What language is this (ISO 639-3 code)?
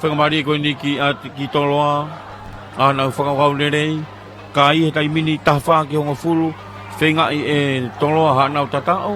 ton